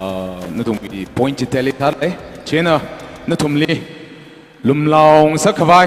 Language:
Tangkhul Naga (India)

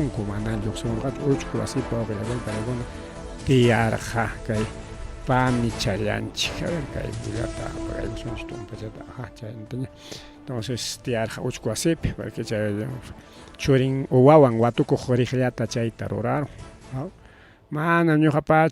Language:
Ayacucho Quechua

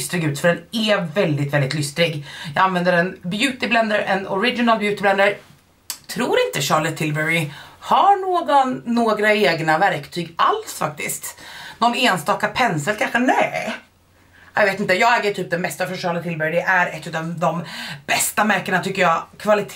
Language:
Swedish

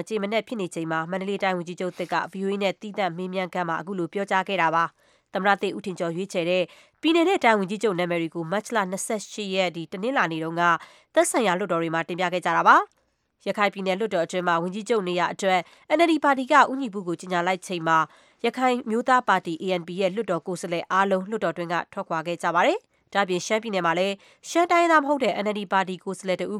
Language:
Burmese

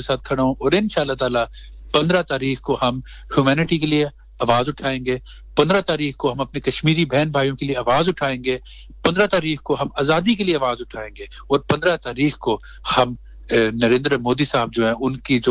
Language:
Urdu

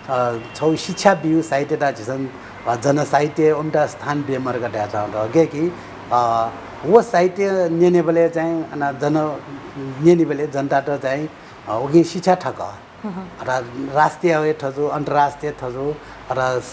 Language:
Newari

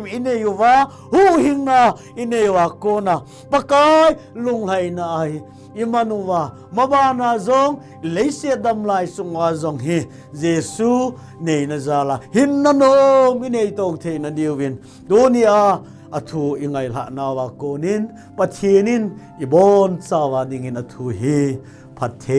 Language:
Thado Chin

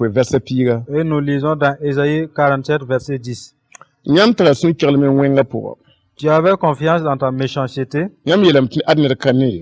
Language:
Mossi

